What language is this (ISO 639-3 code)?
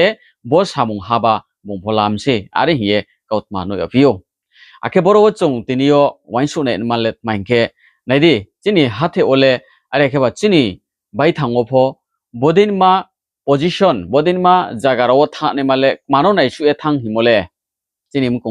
ria